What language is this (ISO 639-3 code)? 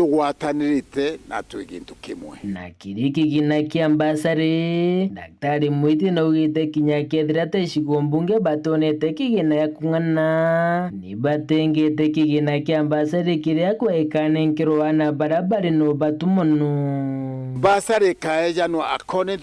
mer